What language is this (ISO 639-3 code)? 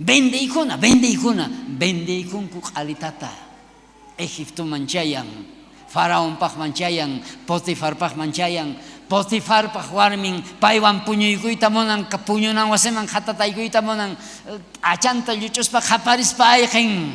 quh